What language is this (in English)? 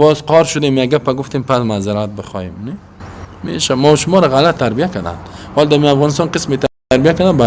Persian